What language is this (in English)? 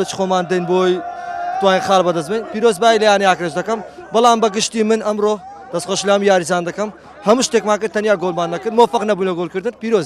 Central Kurdish